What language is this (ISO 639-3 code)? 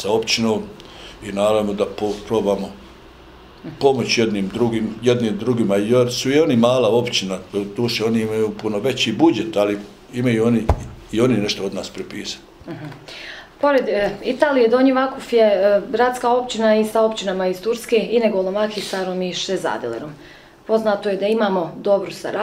bos